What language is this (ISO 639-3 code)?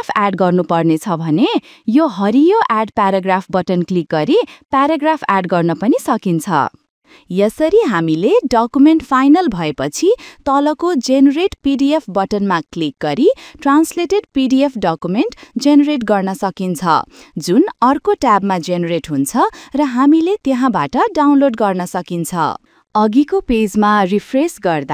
nep